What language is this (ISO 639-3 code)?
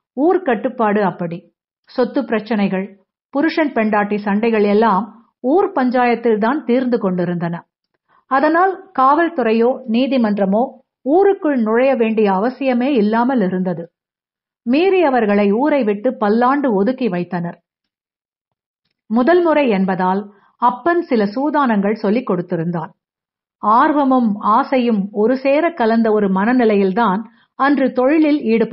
tam